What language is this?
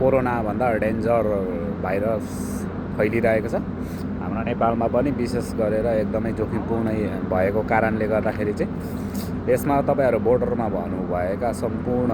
Nepali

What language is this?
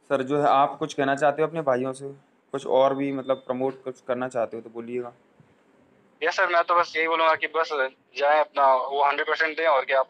Hindi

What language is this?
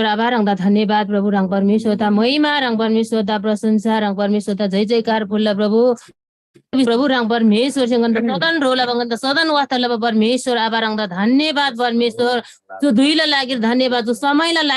Eastern Tamang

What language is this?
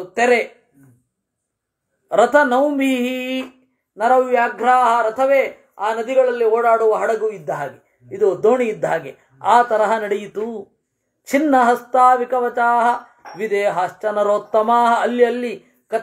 Kannada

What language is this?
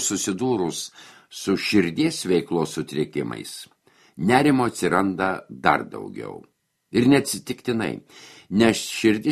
Lithuanian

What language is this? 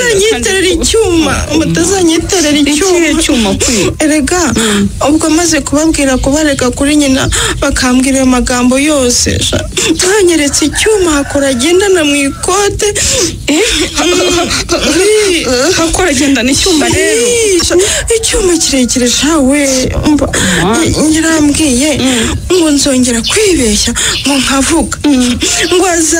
Kinyarwanda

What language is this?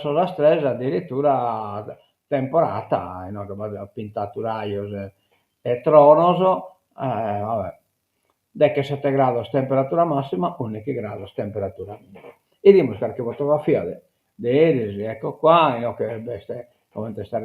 Sardinian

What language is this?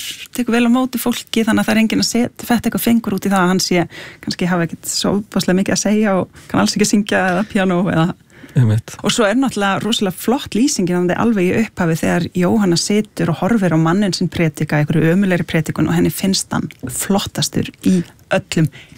Icelandic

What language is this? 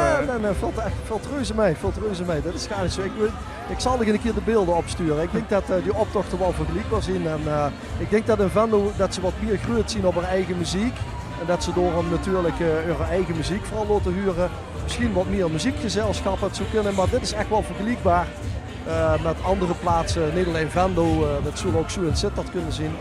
Limburgish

